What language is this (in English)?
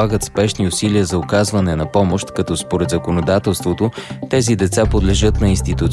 Bulgarian